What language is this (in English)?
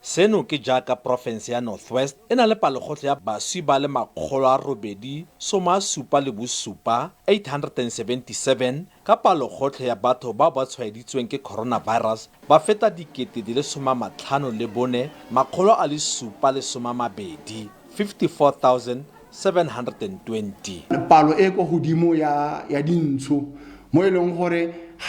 Tswana